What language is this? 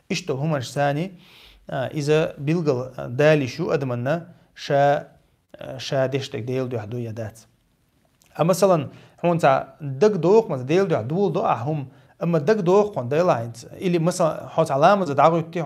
Chechen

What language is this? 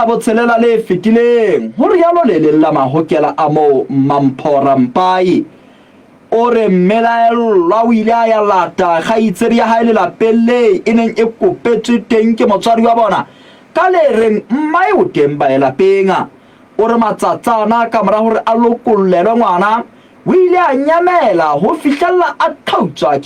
Southern Sotho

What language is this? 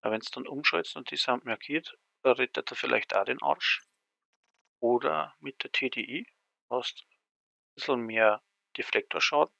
Bavarian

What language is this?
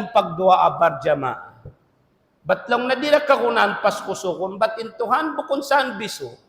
Tausug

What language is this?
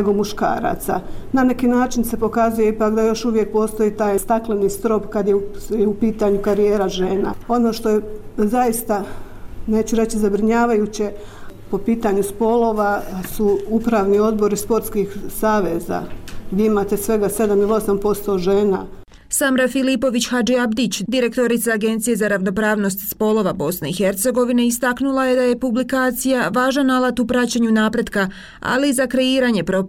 Bosnian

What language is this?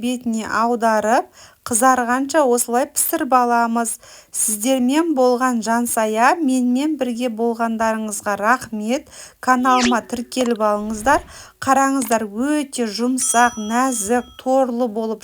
Kazakh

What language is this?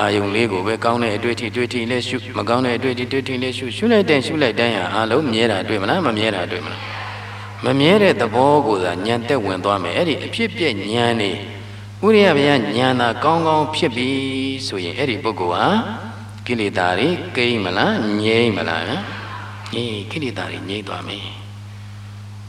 Burmese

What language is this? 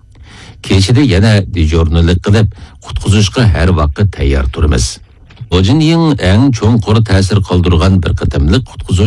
Uyghur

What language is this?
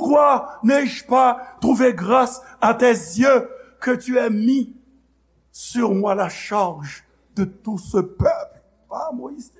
Haitian Creole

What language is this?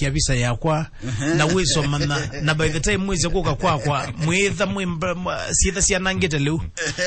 Kamba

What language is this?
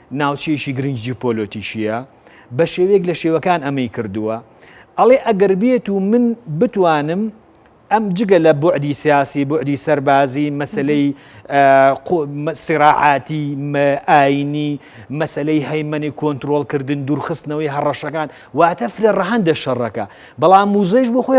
Central Kurdish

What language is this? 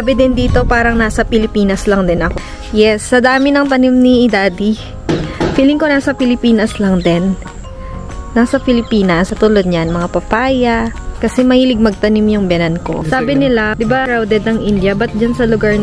Filipino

